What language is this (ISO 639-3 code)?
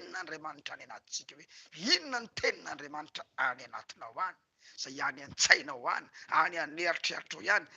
mlg